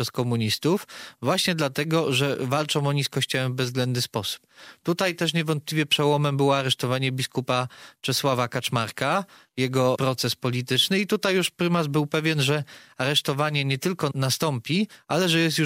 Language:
Polish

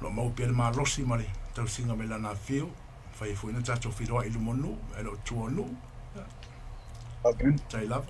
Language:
Samoan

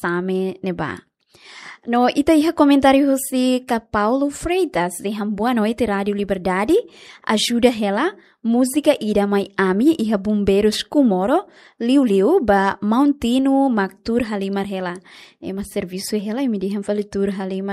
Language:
Tetum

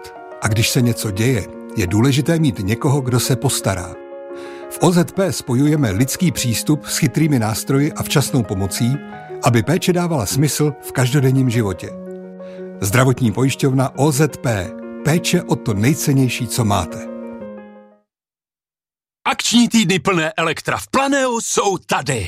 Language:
Czech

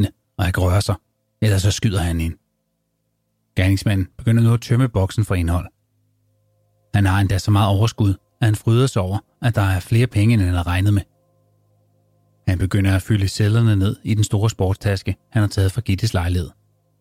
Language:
Danish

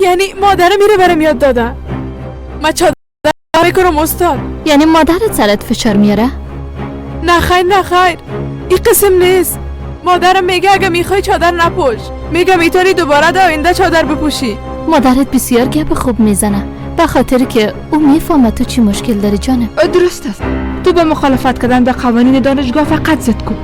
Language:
Persian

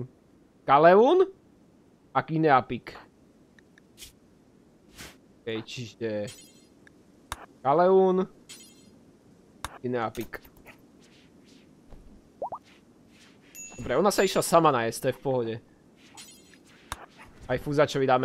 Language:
Slovak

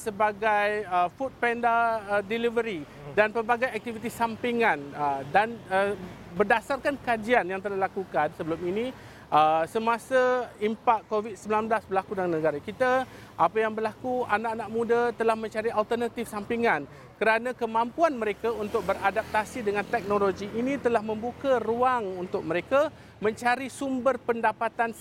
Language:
Malay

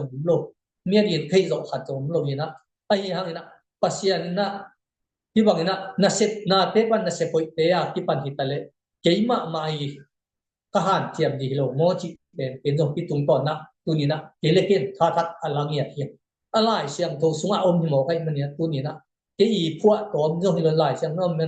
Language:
Tedim Chin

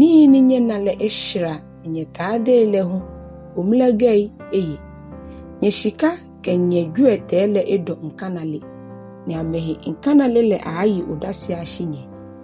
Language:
Ga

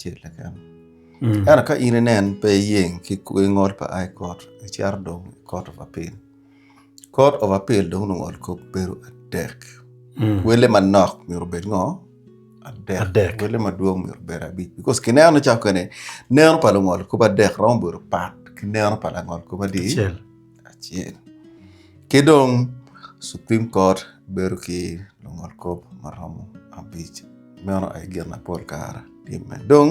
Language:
Acoli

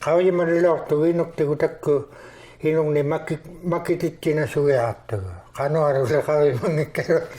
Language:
Inuktitut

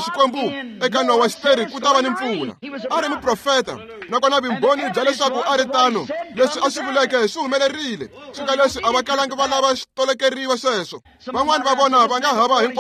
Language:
Tsonga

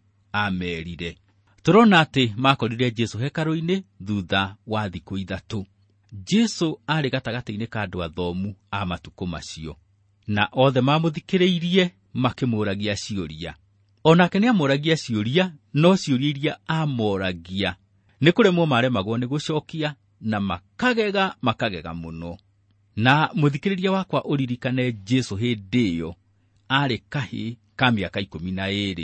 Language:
Kikuyu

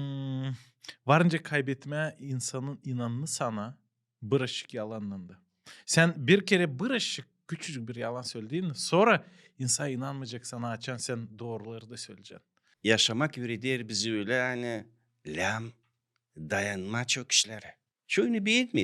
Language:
Gagauz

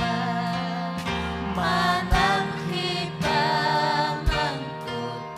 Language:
Ayacucho Quechua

